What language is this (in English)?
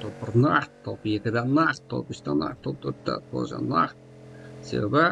Kara-Kalpak